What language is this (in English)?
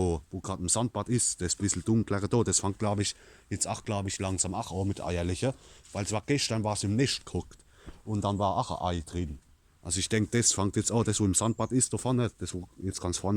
Palatine German